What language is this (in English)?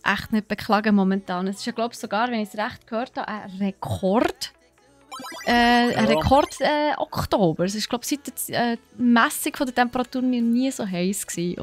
Swiss German